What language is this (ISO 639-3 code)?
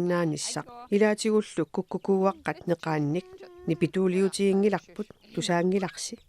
kal